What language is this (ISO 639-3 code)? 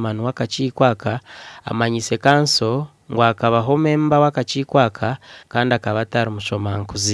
nyn